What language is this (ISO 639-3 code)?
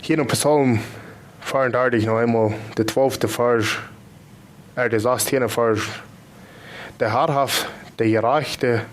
pdt